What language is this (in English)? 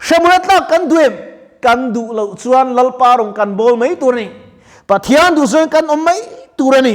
Mizo